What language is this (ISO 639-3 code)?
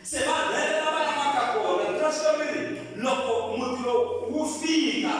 tso